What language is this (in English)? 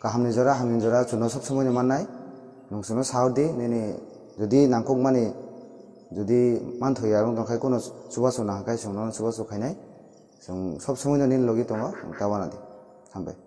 Kok Borok